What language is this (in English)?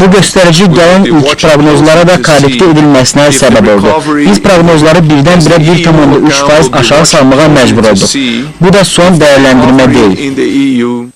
Azerbaijani